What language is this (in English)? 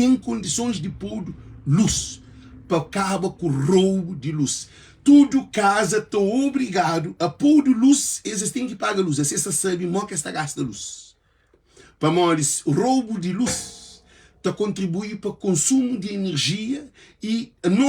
Kabuverdianu